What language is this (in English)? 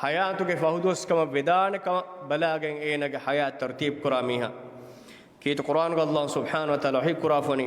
Divehi